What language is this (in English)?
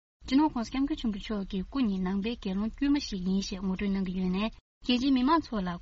Tibetan